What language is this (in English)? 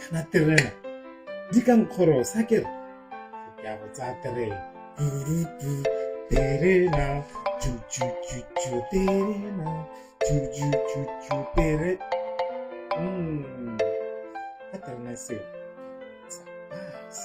Tswana